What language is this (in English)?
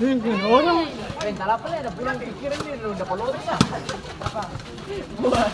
Ambonese Malay